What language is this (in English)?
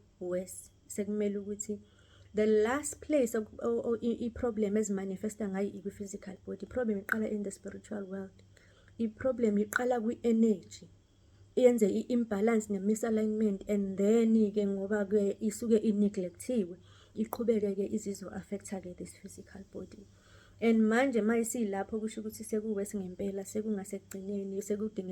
Zulu